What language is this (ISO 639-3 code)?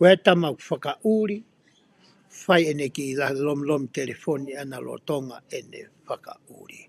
ton